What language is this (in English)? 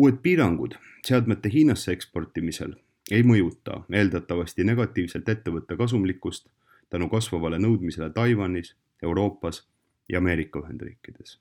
Estonian